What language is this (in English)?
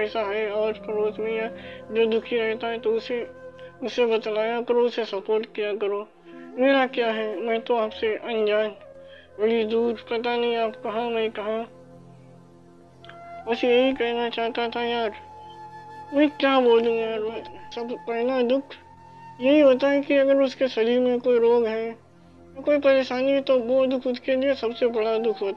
Hindi